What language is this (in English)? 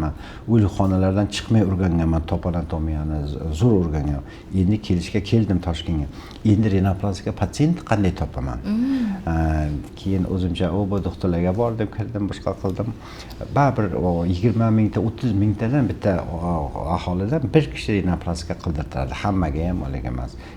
Uzbek